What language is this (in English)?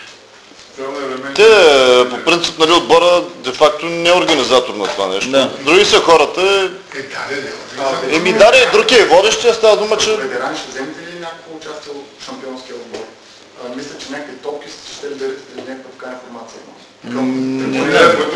Bulgarian